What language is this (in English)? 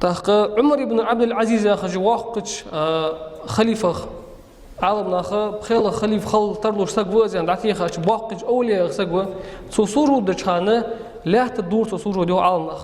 Ingush